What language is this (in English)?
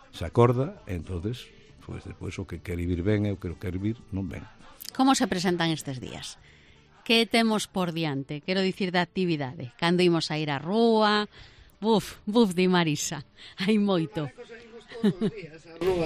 Galician